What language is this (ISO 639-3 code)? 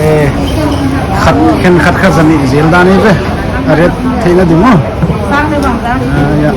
pck